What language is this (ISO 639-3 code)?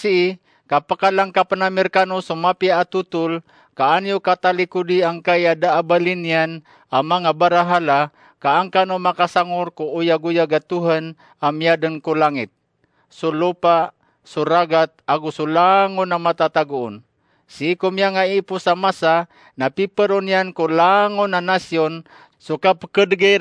mrw